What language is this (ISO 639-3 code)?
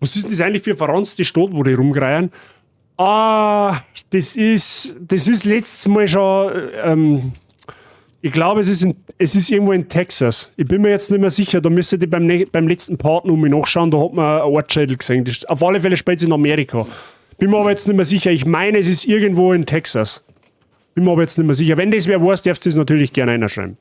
bar